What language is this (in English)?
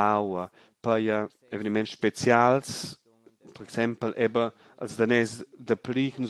Romansh